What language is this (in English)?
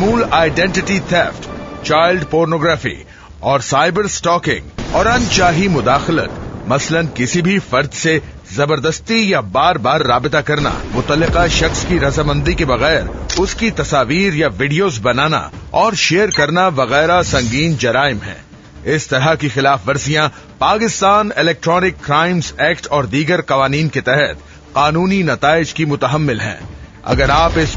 Urdu